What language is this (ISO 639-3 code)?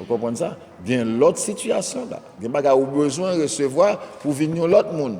hat